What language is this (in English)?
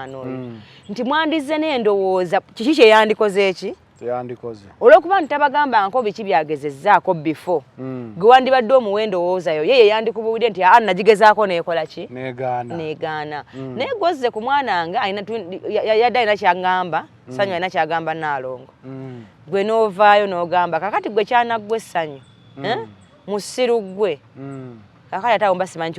Ganda